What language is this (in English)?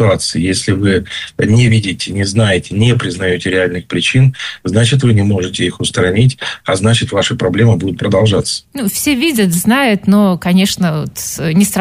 Russian